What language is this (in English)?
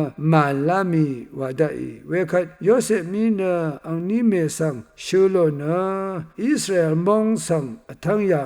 Rawang